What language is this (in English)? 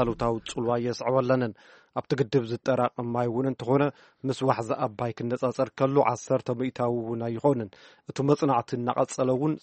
Tigrinya